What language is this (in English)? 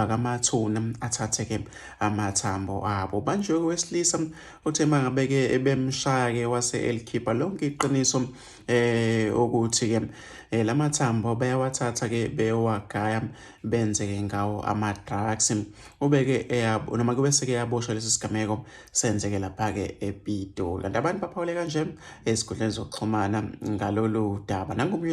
Zulu